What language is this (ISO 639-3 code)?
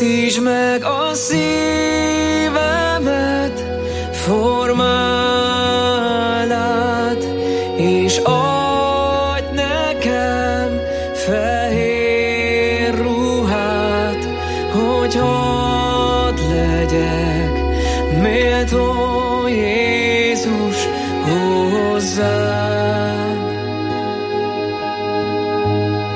hun